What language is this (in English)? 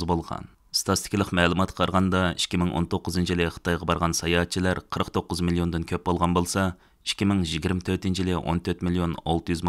Uyghur